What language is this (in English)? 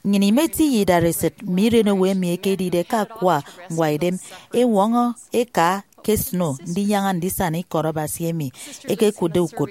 Efik